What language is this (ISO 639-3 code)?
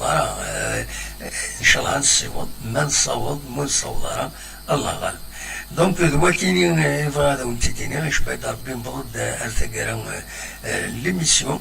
kab